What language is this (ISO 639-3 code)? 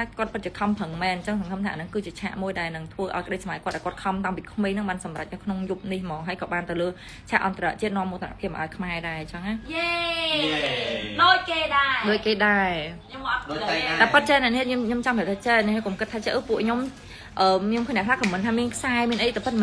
khm